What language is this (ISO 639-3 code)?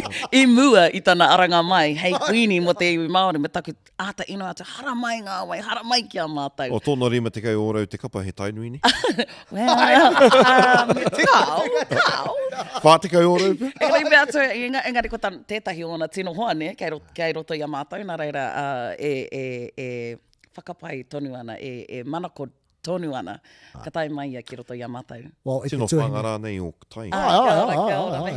mri